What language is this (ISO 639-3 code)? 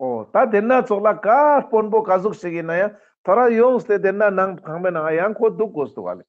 lbj